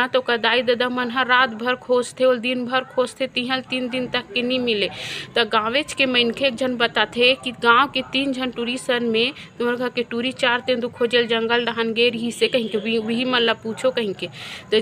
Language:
Chhattisgarhi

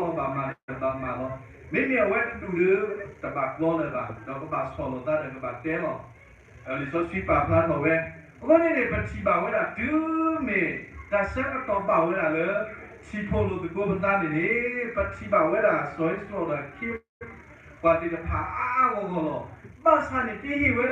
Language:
S'gaw Karen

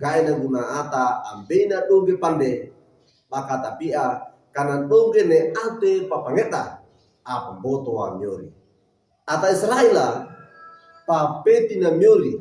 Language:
Wejewa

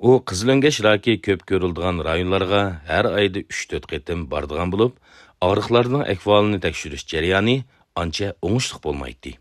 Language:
Uyghur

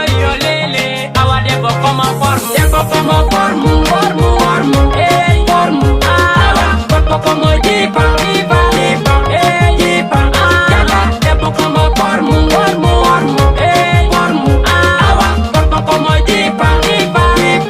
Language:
Fula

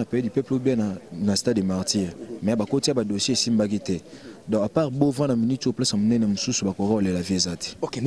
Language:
Lingala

